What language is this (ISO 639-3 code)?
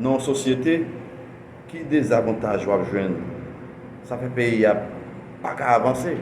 hat